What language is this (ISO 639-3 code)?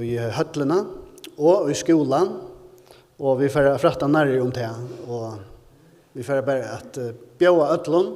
fao